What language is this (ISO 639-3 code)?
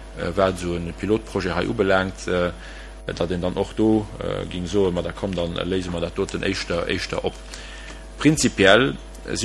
ltz